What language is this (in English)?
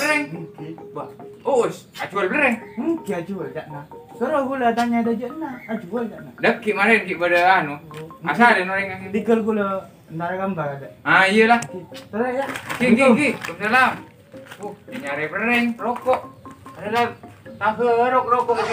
Madurese